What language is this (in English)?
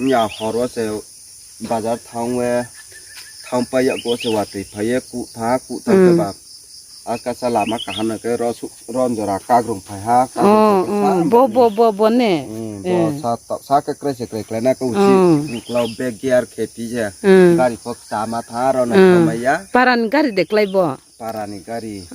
Riang (India)